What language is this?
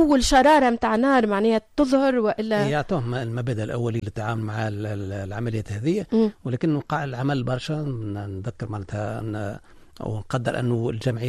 Tunisian Arabic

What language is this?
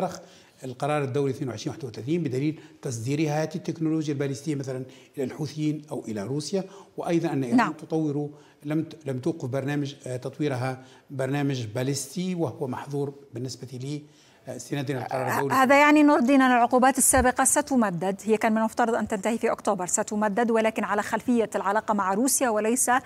Arabic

